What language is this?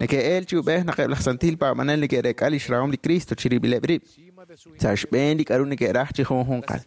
Kekchí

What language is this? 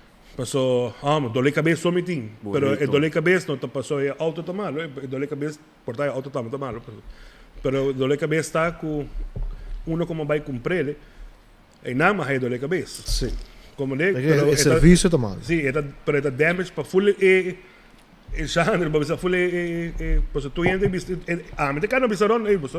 Papiamento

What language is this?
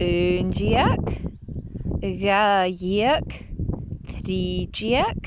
Scottish Gaelic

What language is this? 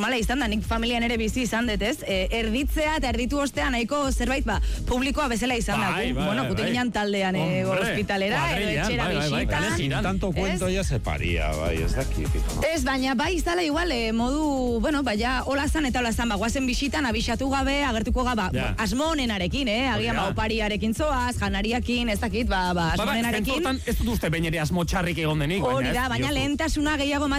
Basque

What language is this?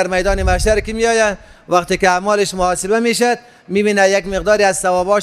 Persian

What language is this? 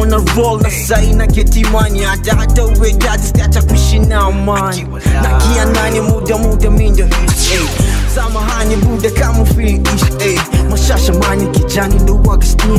Swahili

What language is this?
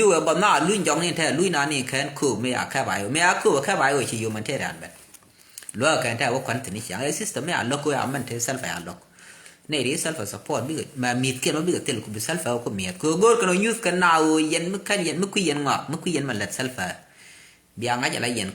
Nuer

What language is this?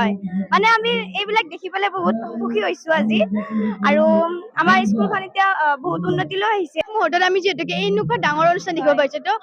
Assamese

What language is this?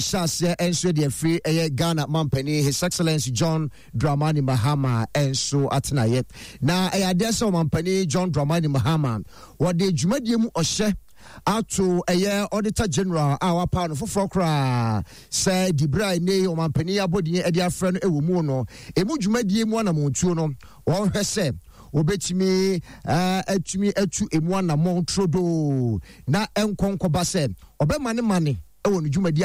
Akan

